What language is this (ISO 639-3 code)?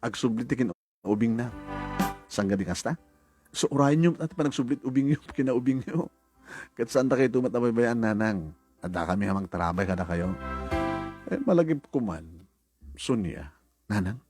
ilo